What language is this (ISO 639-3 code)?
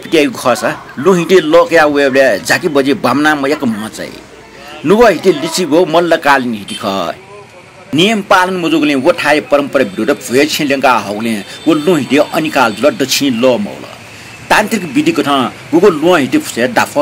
new